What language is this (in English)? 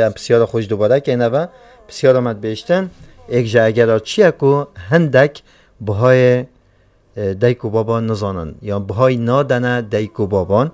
Kurdish